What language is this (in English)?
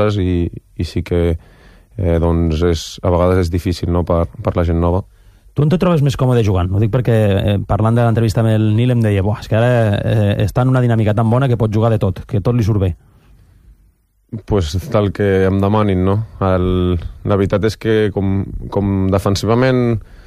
Catalan